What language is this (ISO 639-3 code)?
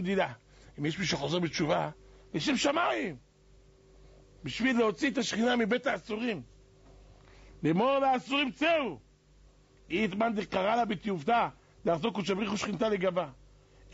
heb